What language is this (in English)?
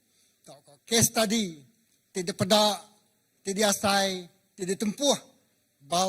Iban